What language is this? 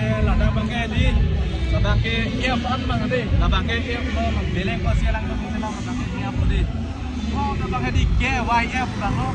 Karbi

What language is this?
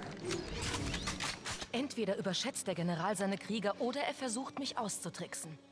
German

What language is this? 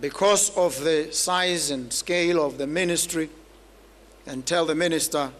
Tswana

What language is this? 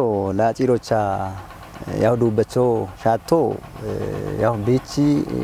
Kafa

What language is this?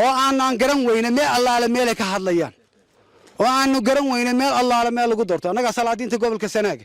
Somali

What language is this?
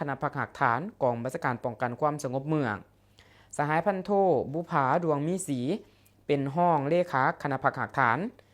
Lao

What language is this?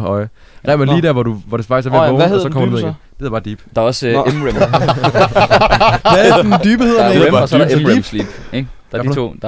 Danish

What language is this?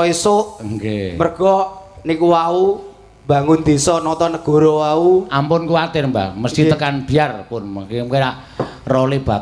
Javanese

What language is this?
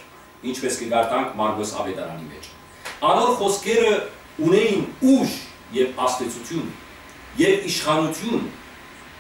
Western Armenian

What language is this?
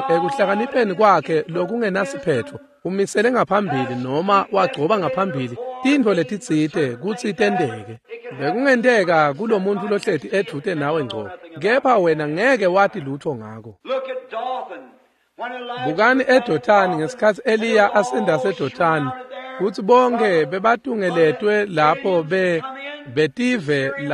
Swati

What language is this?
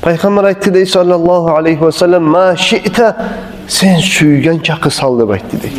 Kumyk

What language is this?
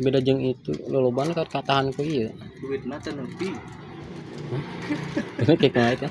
Sundanese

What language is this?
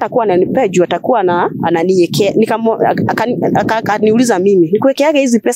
Swahili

